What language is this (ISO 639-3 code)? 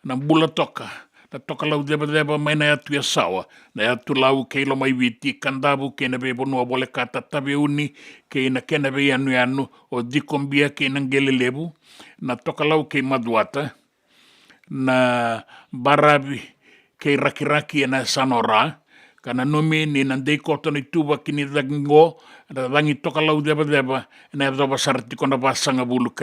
fij